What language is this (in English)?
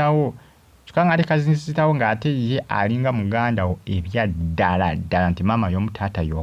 Ganda